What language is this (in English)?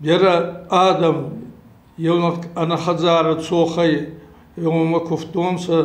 Ossetic